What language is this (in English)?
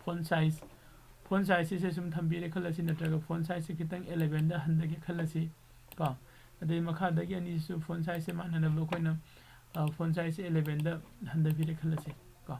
Manipuri